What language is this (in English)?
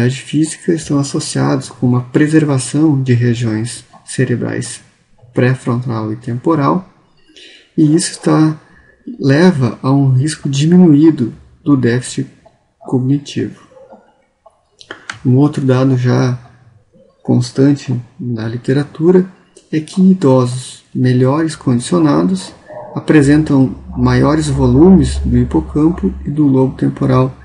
Portuguese